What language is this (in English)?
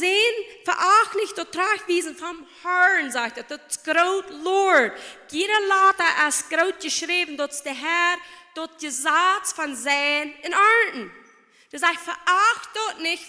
Plautdietsch